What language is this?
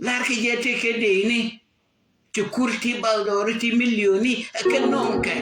Nuer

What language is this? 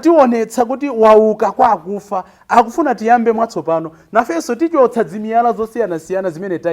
Nyanja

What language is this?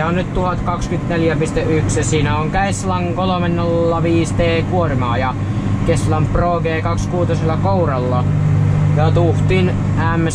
Finnish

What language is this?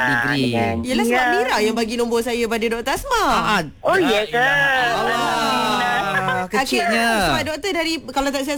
Malay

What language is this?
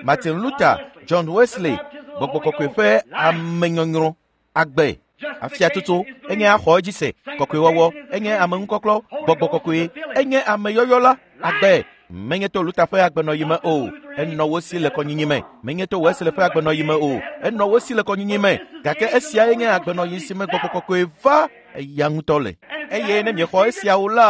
Ewe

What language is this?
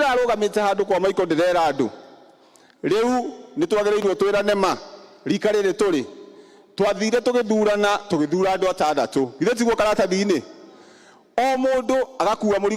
Kikuyu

